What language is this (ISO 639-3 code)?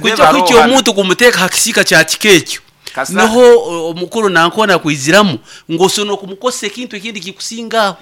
nyn